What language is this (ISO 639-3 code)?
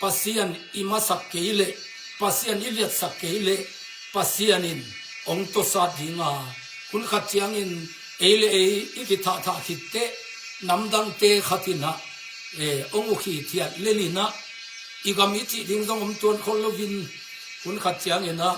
ctd